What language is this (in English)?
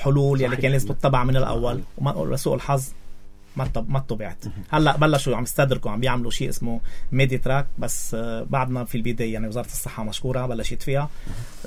North Levantine Arabic